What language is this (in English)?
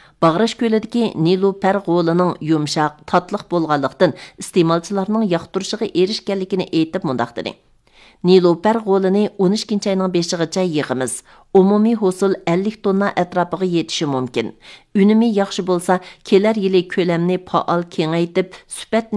Uyghur